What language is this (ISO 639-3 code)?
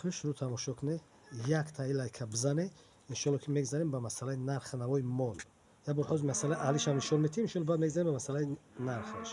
tgk